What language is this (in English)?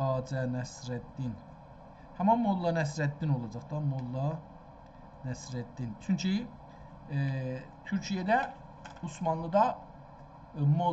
South Azerbaijani